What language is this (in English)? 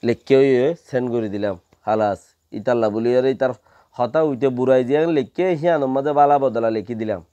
Rohingya